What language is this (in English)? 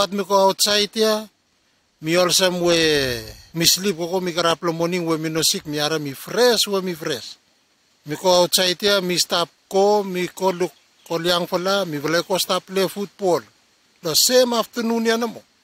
Bislama